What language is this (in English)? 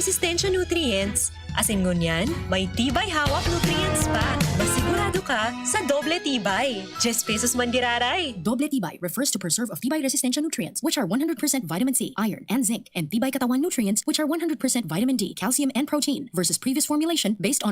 Bikol